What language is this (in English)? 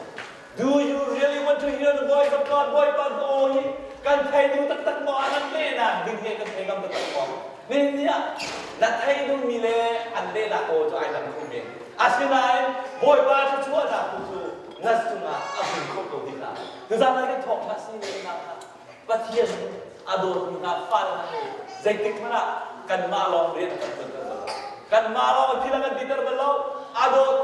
Hakha Chin